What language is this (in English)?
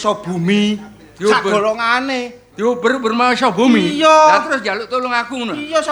Javanese